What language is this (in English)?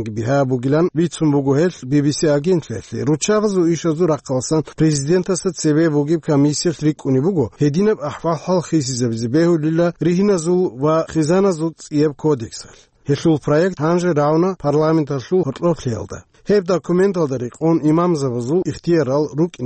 Avaric